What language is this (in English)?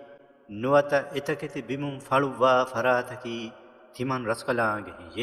Divehi